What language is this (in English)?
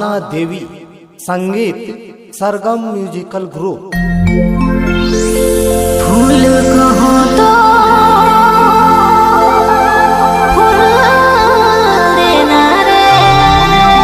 Sadri